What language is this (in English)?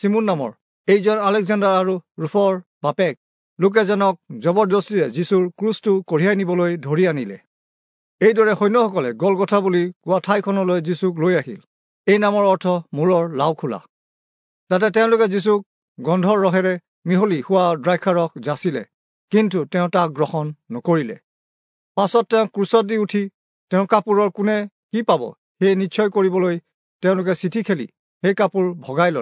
Assamese